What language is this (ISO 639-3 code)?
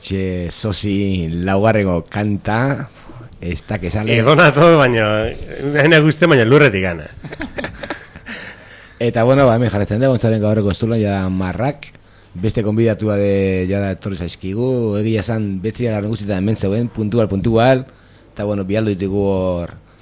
eus